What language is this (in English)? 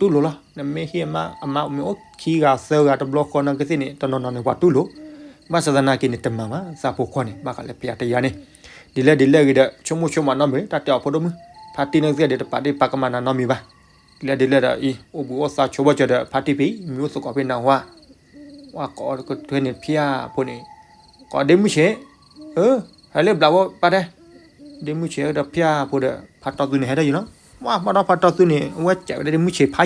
S'gaw Karen